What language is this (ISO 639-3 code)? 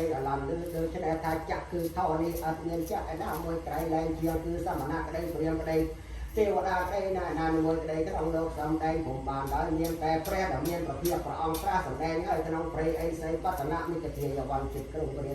khm